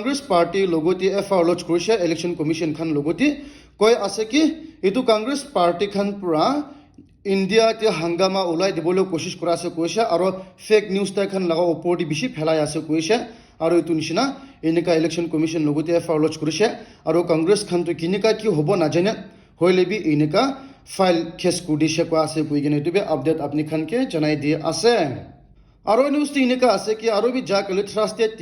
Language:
Naga Pidgin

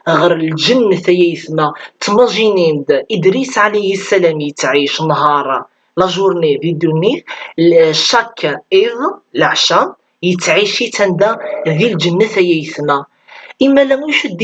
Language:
Kabyle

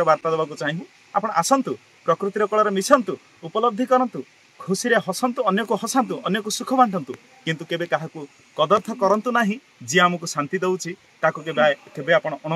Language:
Odia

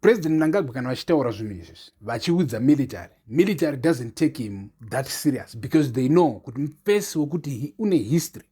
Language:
Shona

